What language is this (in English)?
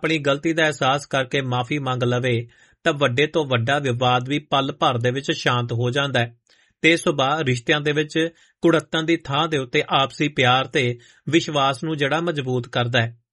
Punjabi